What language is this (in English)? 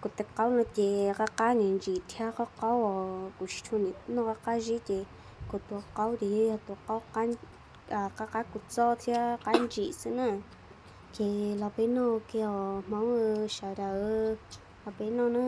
Hmong